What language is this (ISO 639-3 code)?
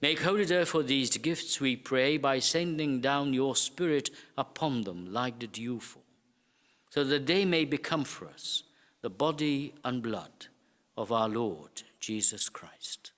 eng